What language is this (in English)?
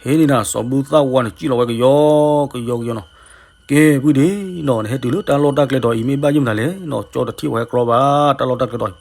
S'gaw Karen